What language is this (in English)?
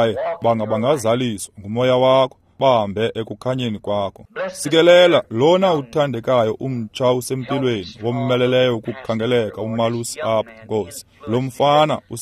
Xhosa